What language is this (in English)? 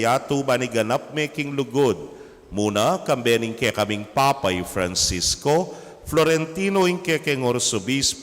Pampanga